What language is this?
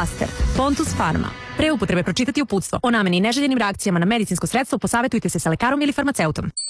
Serbian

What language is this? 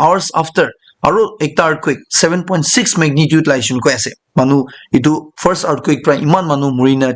Naga Pidgin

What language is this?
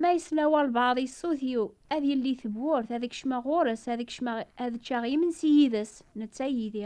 Kabyle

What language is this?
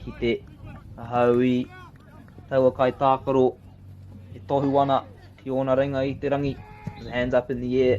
Māori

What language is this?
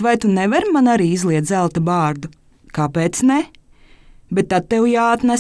Latvian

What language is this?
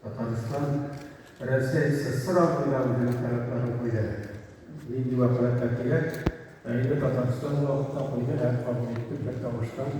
Tatar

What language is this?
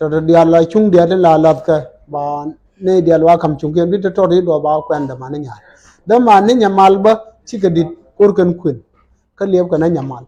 Nuer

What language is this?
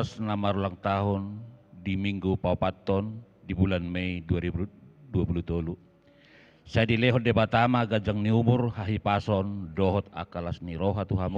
Batak Toba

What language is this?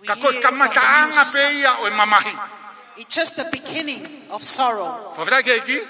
Tongan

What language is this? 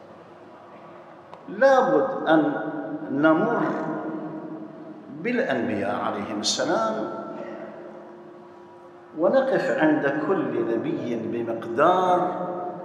Arabic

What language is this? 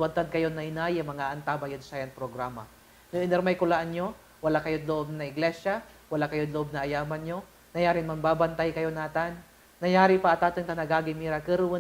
Pangasinan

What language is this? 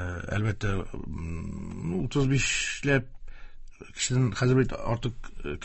Tatar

